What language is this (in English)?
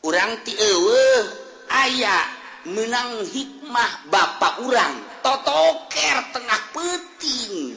Sundanese